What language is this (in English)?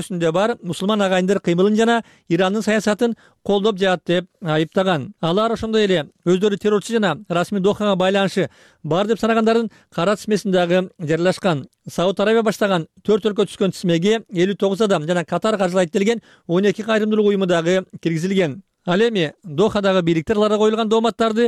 Kyrgyz